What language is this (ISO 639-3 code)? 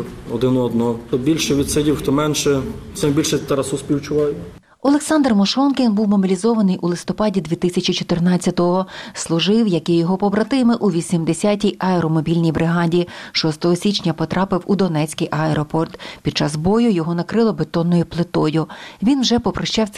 ukr